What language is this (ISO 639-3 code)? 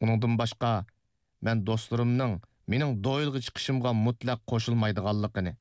uig